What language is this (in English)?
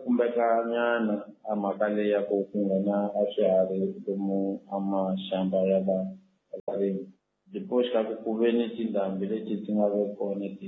Tsonga